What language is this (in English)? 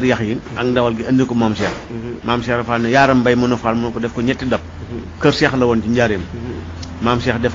Wolof